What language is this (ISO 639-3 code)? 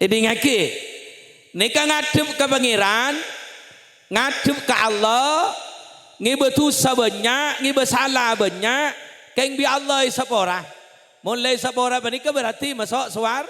mad